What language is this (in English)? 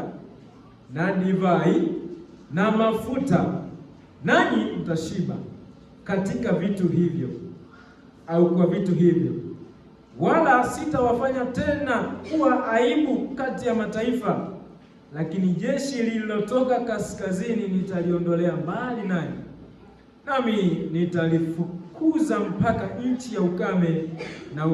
Swahili